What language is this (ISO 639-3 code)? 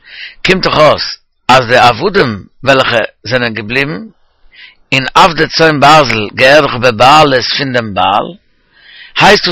yid